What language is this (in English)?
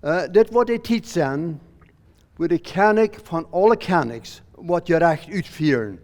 Plautdietsch